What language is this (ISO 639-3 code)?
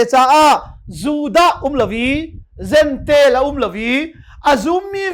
cnh